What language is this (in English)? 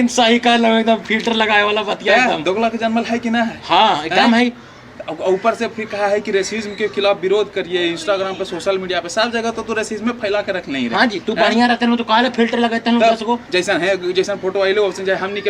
Magahi